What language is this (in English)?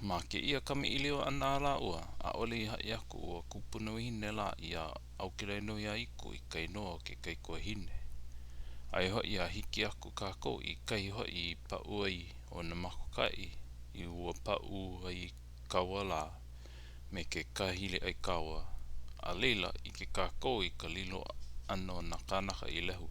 Hawaiian